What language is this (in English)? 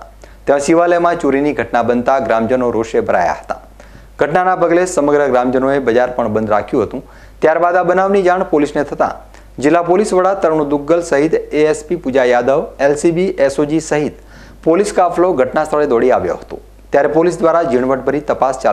Gujarati